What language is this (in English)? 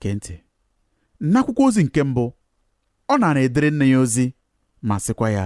Igbo